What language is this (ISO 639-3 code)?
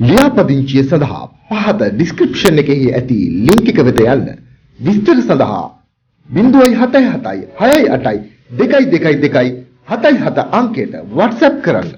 sin